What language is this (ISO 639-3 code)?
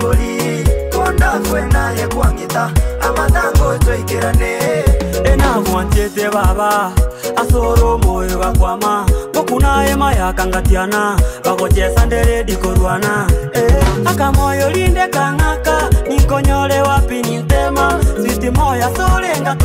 guz